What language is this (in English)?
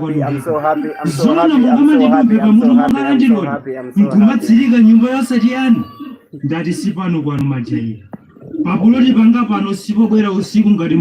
Nyanja